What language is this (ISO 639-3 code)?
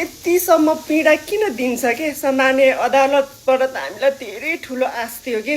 nep